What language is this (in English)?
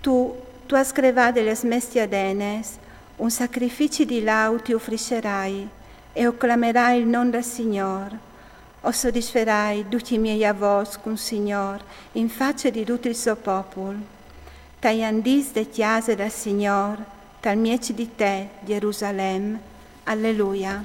Friulian